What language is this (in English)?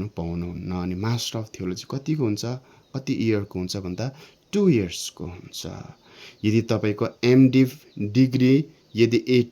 Nepali